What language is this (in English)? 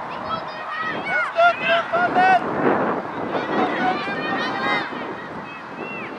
Swedish